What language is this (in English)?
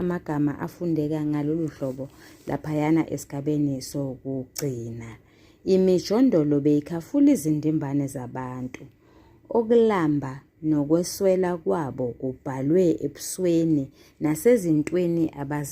Zulu